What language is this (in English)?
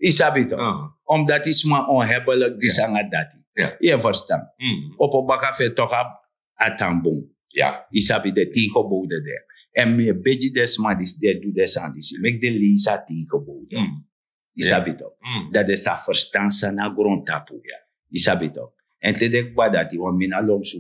Sranan Tongo